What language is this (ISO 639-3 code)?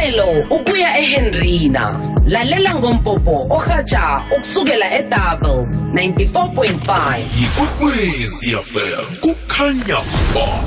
nbl